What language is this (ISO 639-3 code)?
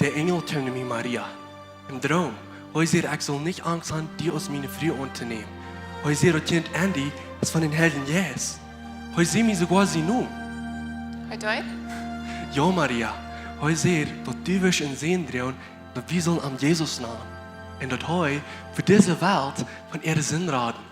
pdt